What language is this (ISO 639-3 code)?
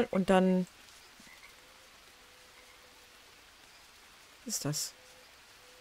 deu